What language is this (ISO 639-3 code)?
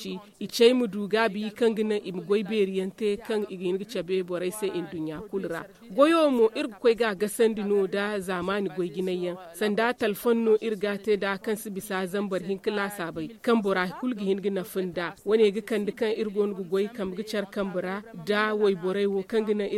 dje